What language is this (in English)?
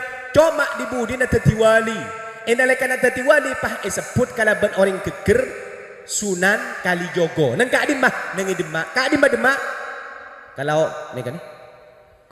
Madurese